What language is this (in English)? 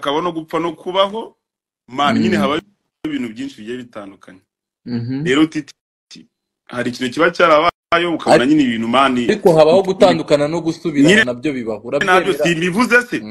Kinyarwanda